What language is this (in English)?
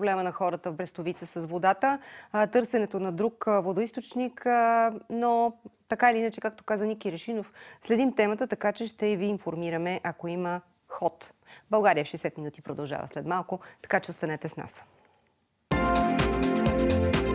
Bulgarian